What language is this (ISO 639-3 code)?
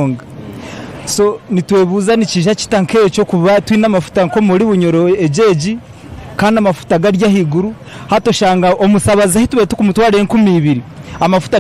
nyn